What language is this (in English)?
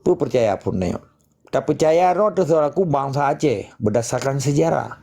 Achinese